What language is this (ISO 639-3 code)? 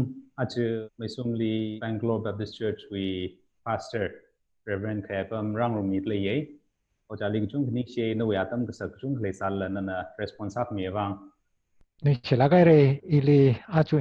nmf